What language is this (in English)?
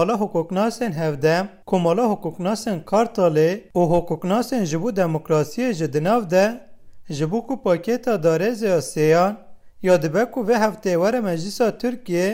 Kurdish